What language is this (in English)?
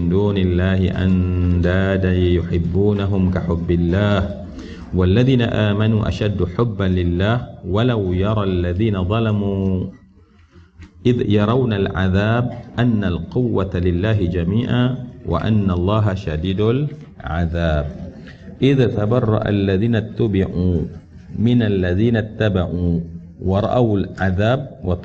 Malay